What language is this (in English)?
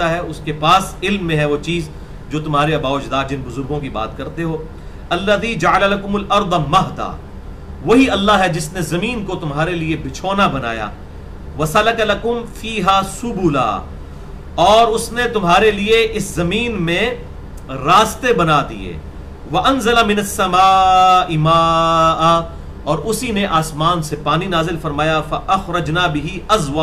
Urdu